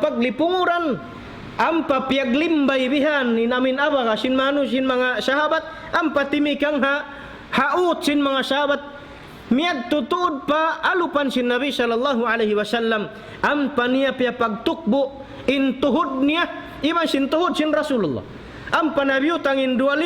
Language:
Tausug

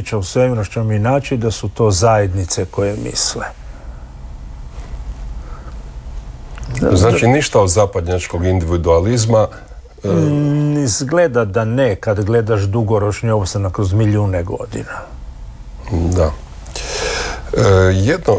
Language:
Croatian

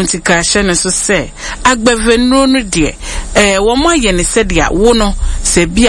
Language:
Akan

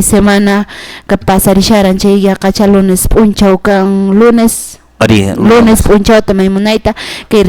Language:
Quechua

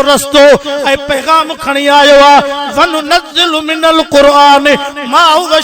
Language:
Sindhi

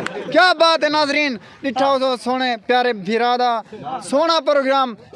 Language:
Saraiki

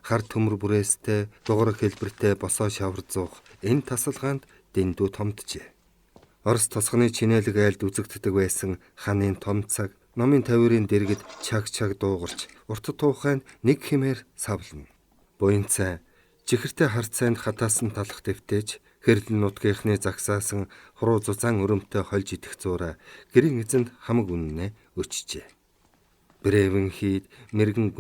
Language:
Mongolian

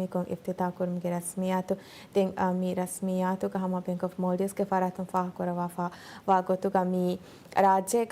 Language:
Divehi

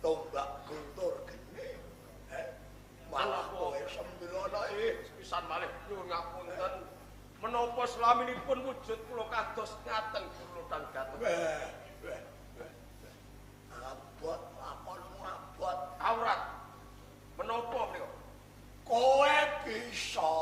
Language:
Javanese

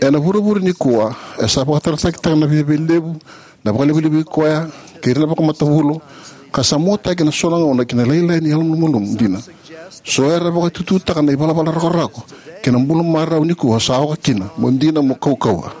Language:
Fijian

